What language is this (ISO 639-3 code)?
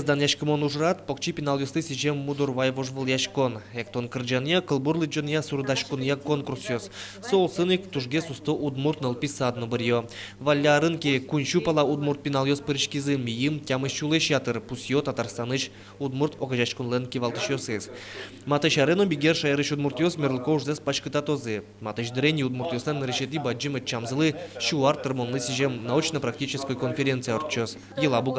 udm